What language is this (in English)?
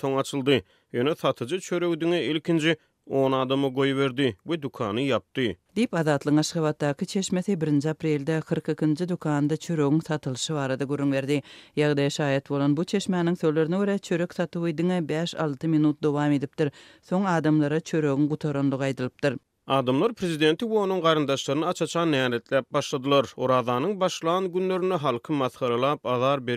Turkmen